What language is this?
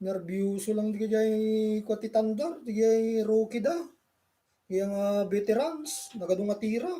Iloko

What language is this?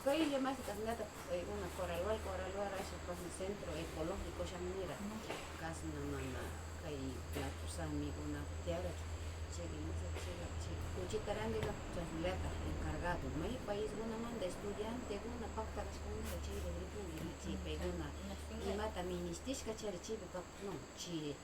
Northern Pastaza Quichua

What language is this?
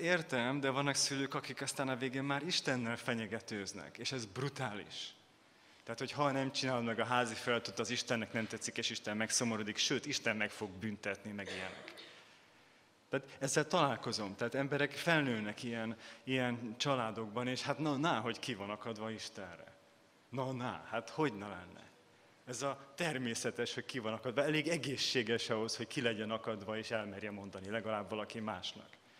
Hungarian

